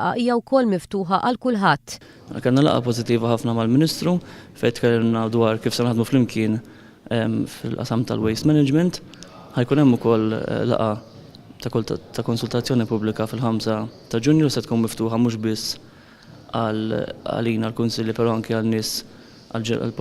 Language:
Maltese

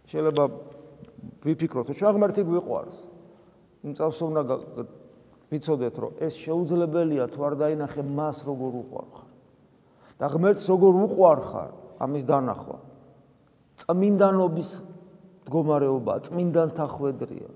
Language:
Georgian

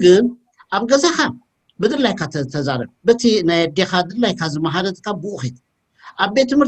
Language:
Tigrinya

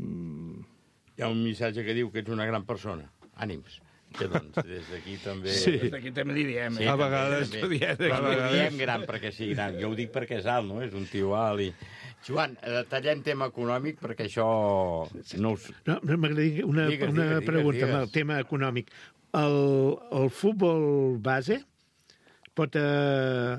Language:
Catalan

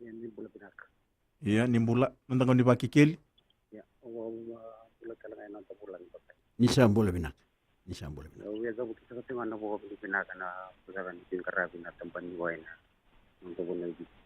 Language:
Fijian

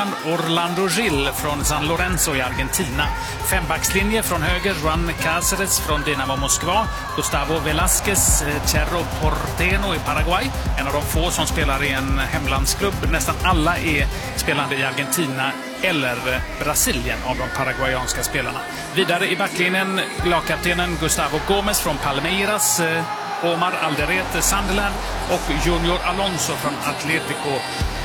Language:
Swedish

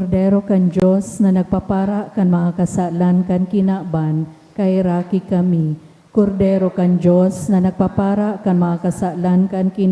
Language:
Bikol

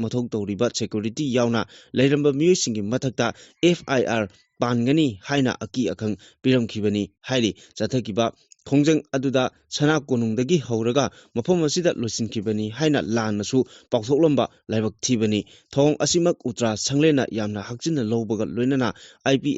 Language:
Manipuri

